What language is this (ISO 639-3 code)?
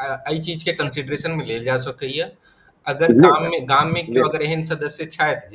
mai